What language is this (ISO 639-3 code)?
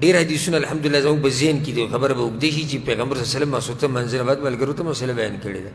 pus